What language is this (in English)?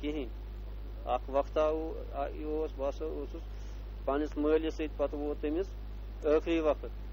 Kashmiri